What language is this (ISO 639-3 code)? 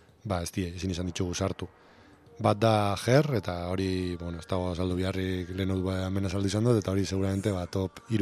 eus